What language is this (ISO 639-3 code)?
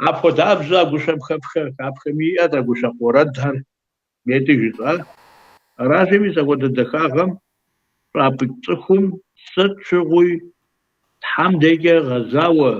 kbd